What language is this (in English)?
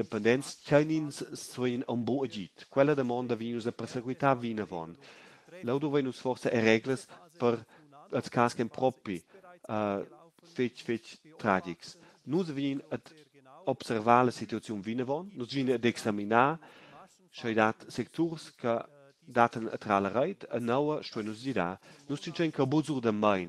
Romansh